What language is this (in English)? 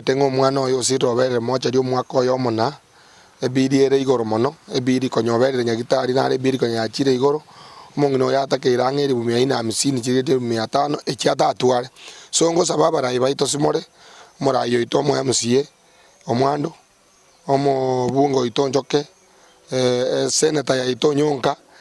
Gusii